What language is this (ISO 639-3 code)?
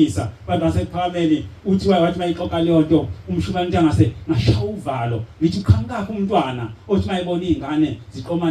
zul